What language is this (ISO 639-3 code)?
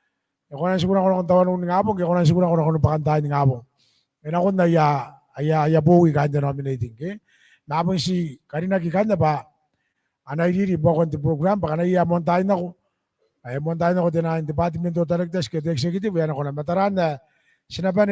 gil